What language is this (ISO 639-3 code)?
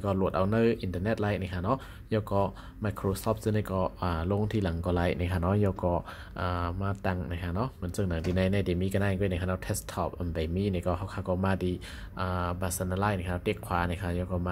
shn